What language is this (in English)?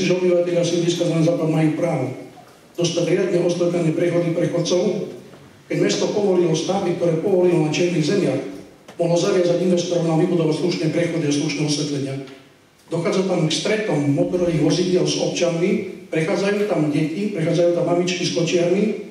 Slovak